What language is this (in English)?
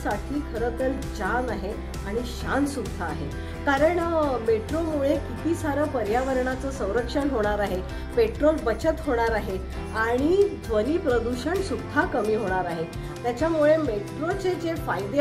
Marathi